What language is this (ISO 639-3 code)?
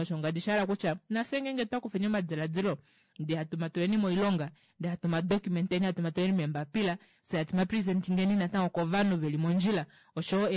kua